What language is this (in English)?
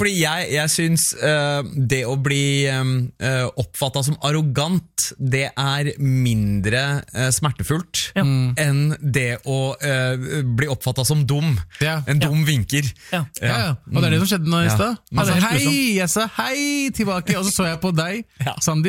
Norwegian